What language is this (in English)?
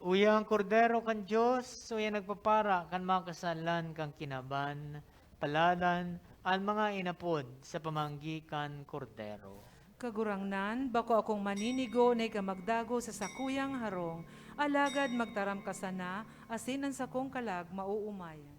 Bikol